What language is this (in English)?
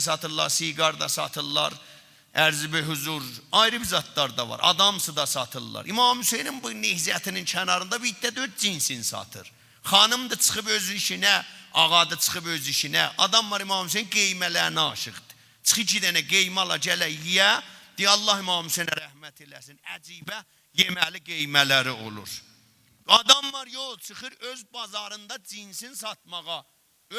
South Azerbaijani